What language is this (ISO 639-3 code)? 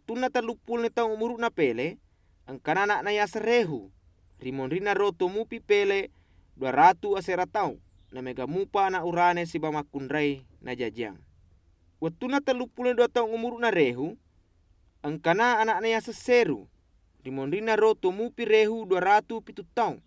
bug